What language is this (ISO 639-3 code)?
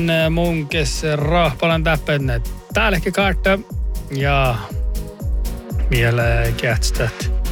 sme